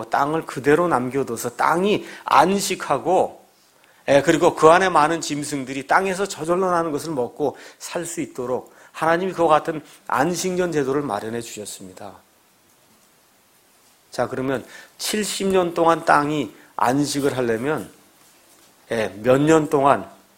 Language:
Korean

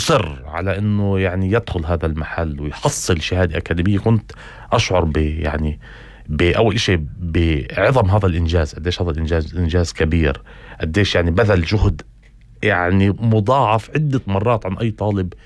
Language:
North Levantine Arabic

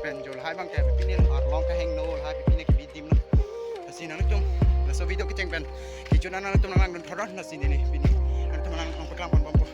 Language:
Karbi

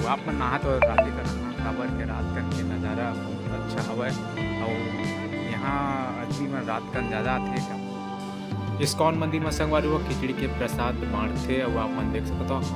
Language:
Chhattisgarhi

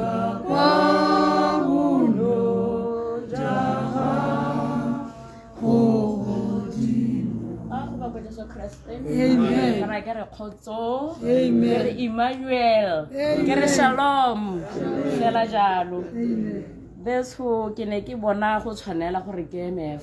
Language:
Tswana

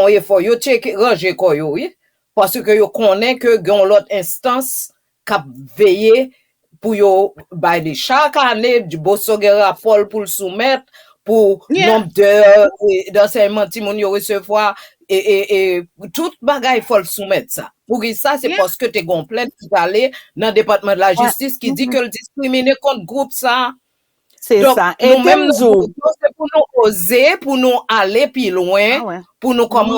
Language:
Haitian Creole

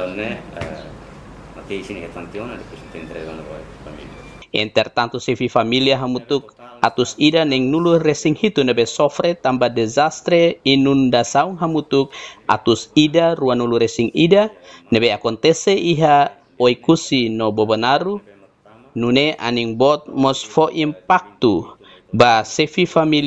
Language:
Tetum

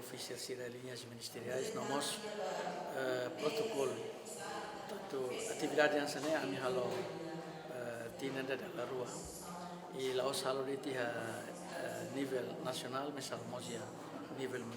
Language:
Tetum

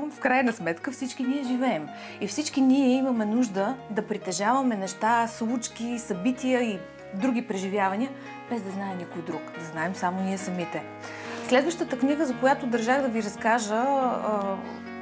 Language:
Bulgarian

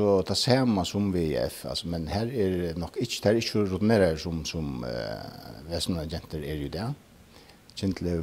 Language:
Faroese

